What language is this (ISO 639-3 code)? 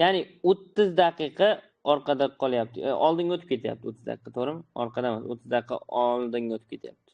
uzb